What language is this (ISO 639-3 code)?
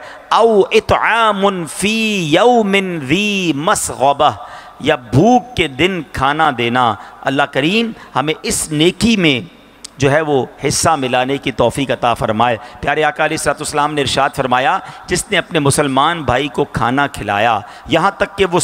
urd